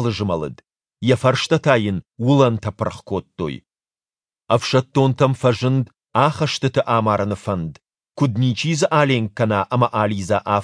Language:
Ossetic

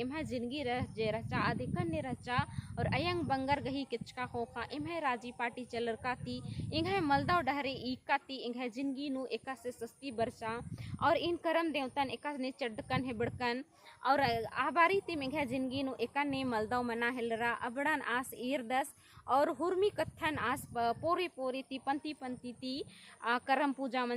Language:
Kurukh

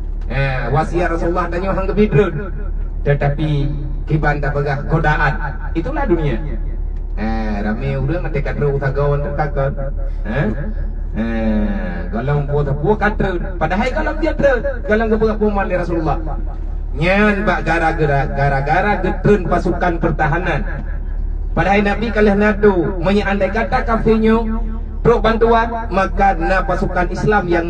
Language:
Achinese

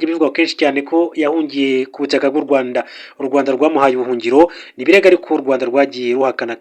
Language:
Kinyarwanda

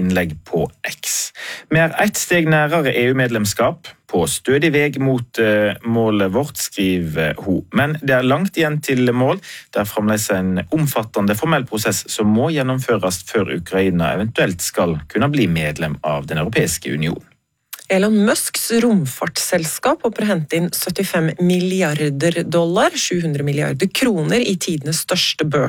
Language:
Norwegian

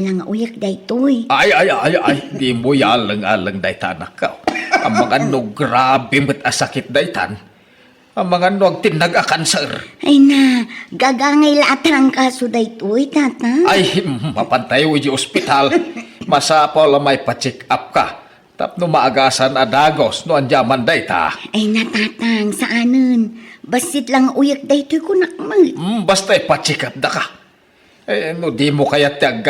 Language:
Iloko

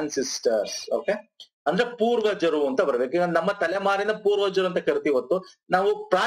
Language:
Kannada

